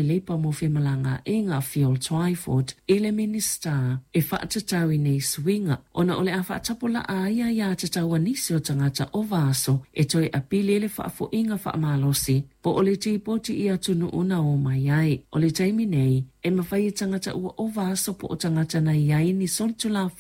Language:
Samoan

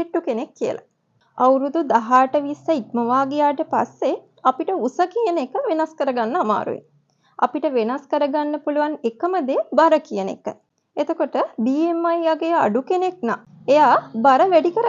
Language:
Sinhala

